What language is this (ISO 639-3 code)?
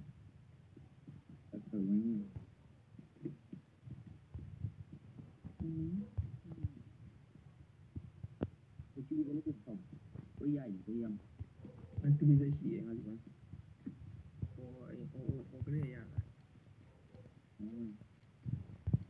mya